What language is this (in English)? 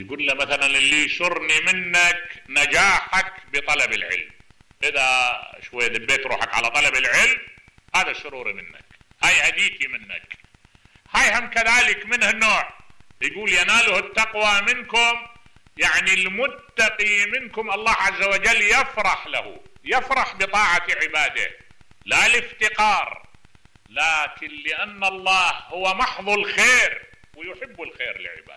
Mesopotamian Arabic